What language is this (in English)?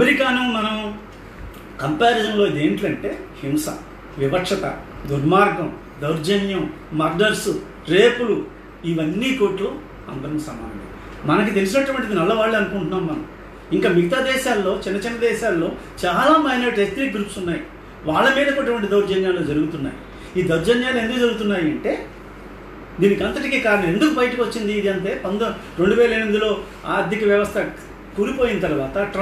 Telugu